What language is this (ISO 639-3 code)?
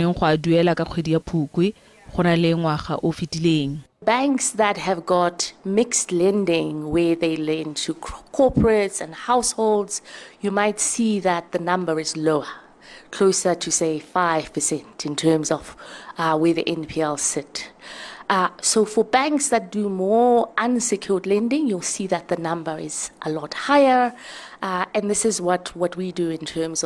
tsn